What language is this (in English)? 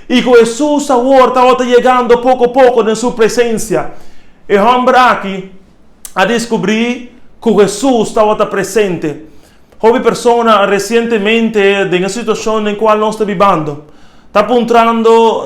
Papiamento